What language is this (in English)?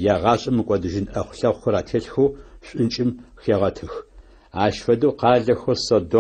Adyghe